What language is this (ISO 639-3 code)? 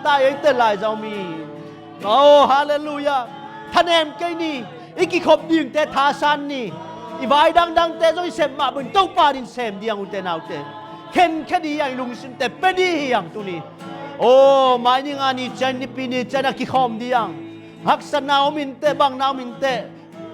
ctd